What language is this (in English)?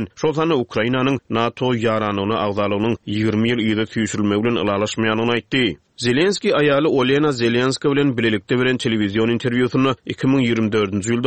Turkmen